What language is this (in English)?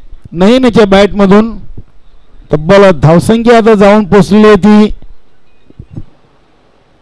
Marathi